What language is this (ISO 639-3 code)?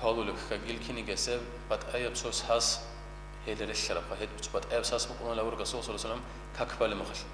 ava